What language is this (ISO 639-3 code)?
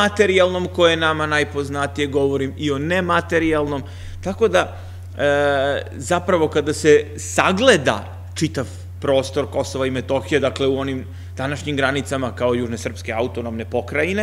srp